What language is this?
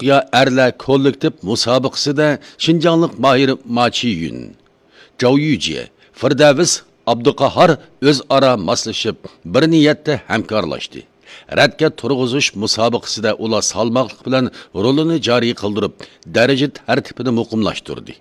Uyghur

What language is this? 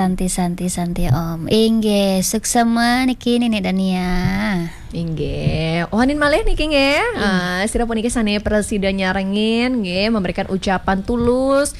Balinese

